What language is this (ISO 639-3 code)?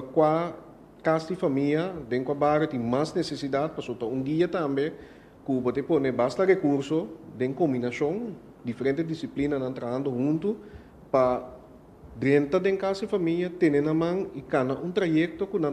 pap